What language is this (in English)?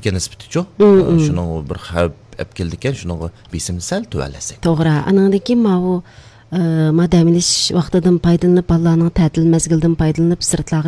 Uyghur